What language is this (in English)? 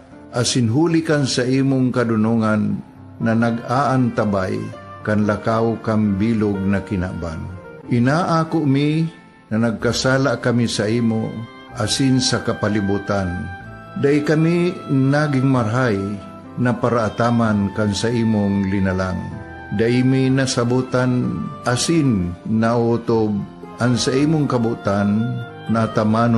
Bikol